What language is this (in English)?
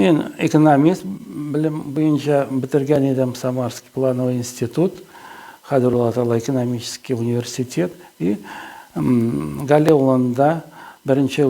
Tatar